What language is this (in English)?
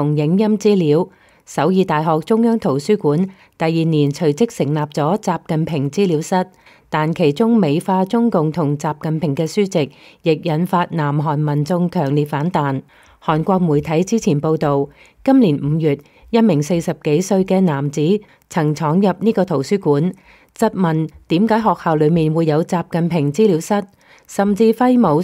Cantonese